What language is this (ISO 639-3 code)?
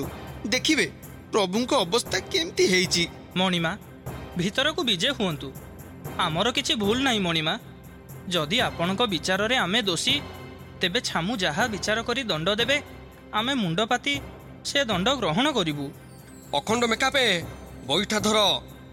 ori